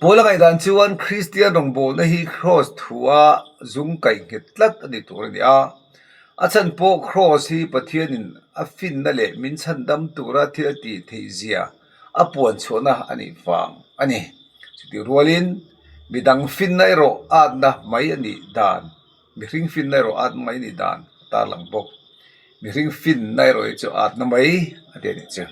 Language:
Mizo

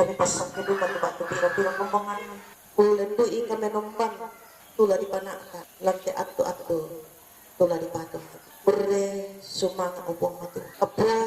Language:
Toraja-Sa'dan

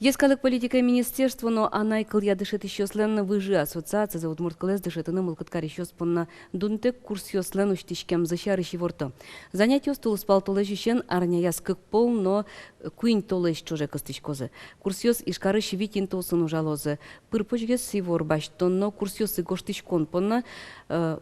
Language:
Udmurt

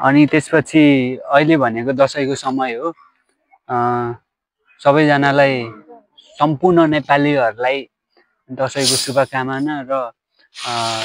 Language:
Nepali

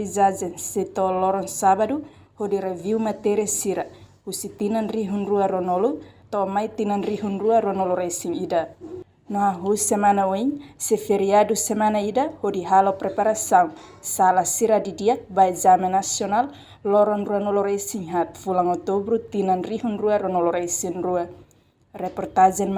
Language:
Tetum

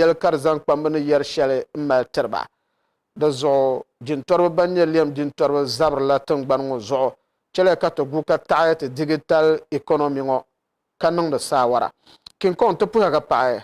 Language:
Dagbani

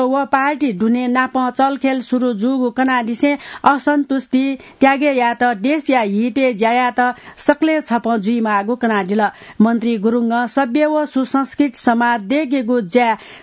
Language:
Newari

